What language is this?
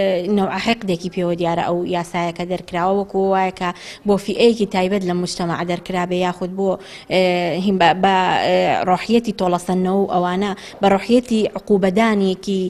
Central Kurdish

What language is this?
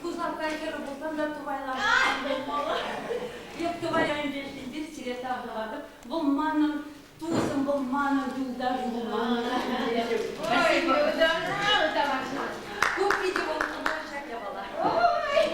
Chuvash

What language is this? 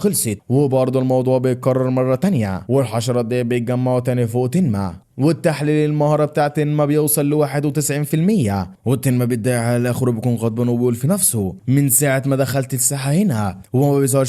Egyptian Arabic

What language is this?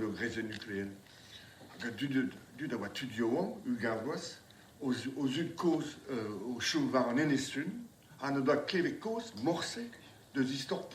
Breton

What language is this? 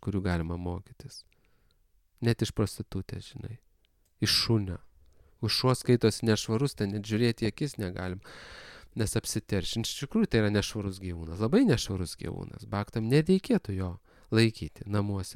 Lithuanian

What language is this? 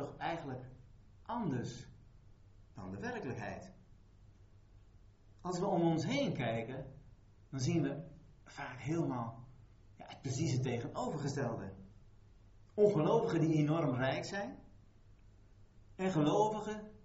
Dutch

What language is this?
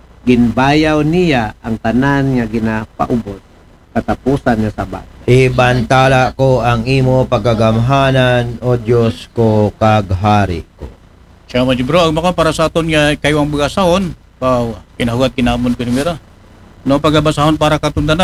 Aklanon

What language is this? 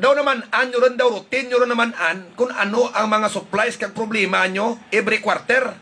Hiligaynon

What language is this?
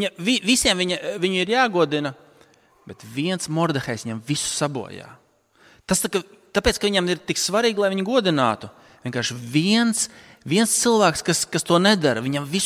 Latvian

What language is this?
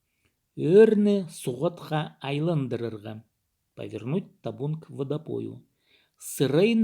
Khakas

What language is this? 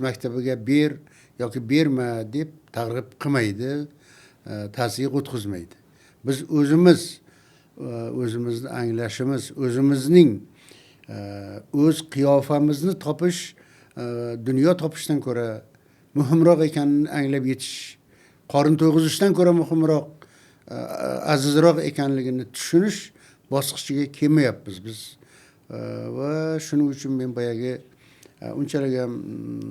Uzbek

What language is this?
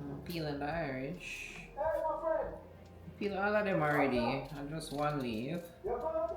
Jamaican Creole English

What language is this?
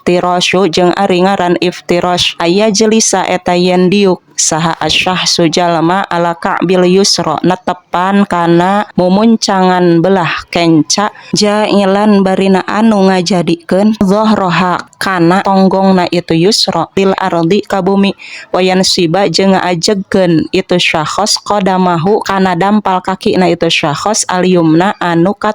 Sundanese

